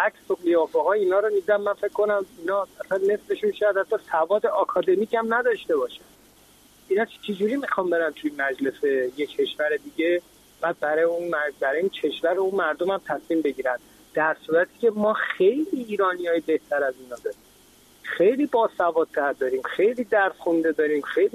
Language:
Persian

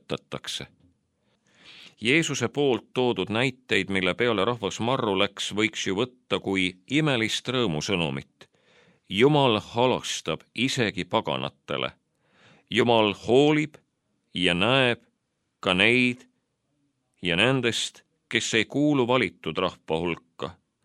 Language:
Estonian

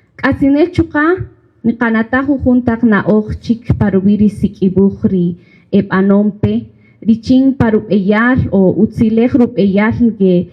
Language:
Kaqchikel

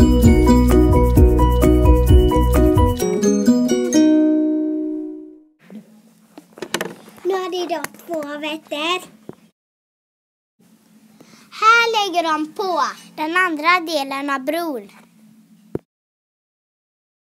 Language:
Swedish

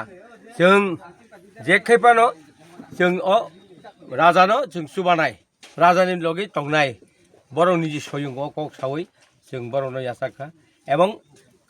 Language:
Kok Borok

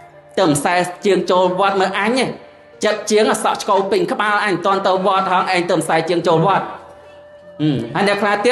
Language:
Khmer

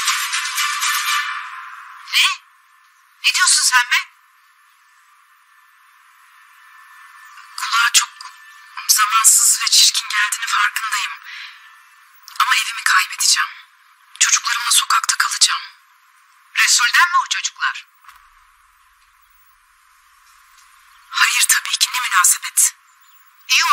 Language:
Turkish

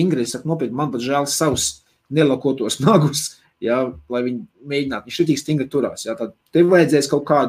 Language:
Latvian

